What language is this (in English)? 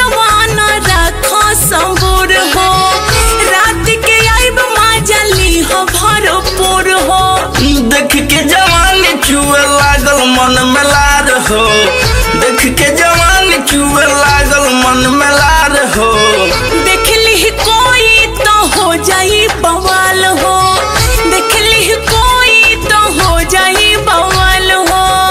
Bhojpuri